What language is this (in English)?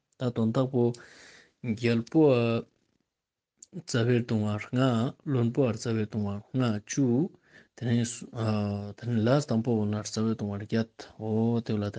Ladakhi